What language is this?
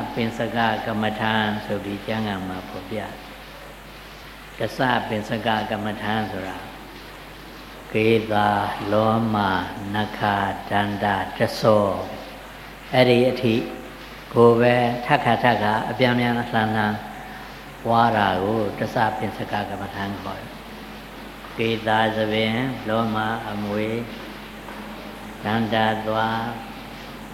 Burmese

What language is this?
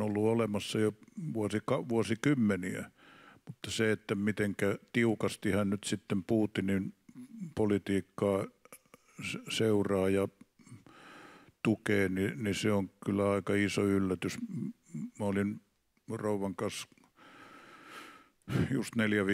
Finnish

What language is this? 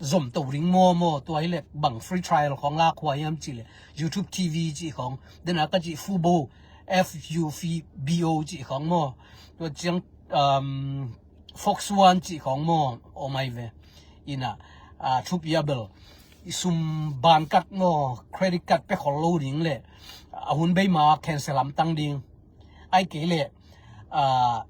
Tedim Chin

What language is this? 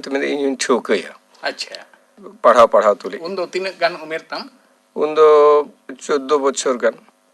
Santali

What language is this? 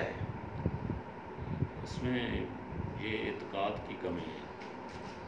Urdu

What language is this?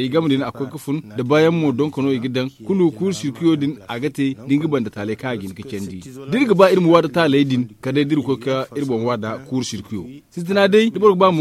Zarma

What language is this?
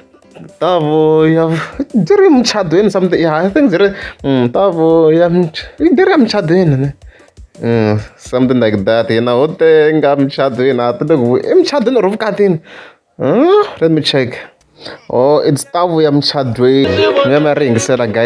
Tsonga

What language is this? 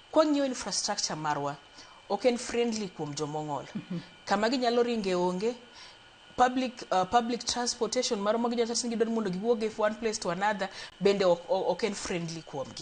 Luo (Kenya and Tanzania)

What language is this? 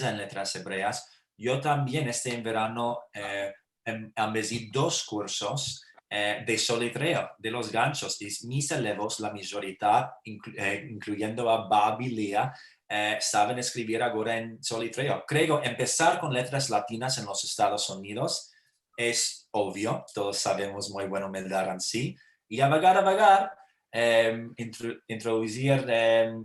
Ladino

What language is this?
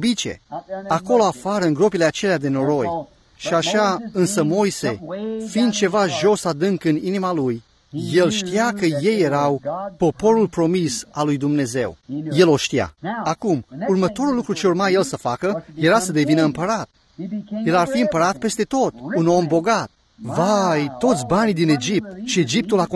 Romanian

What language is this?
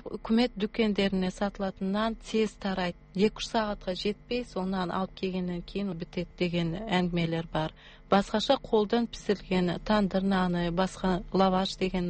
Kazakh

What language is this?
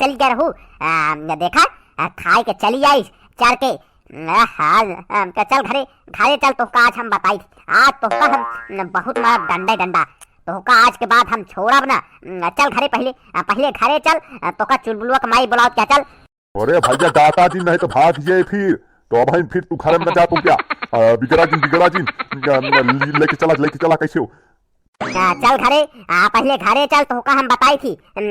Awadhi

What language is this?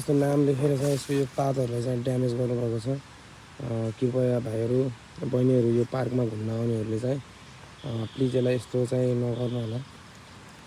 Nepali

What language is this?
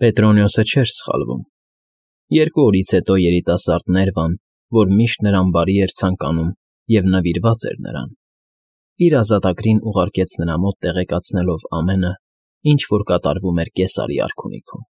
Armenian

